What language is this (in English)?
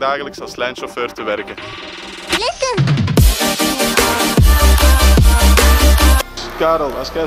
Dutch